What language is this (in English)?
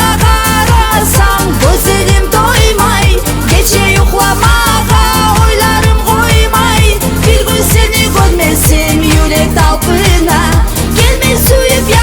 Kumyk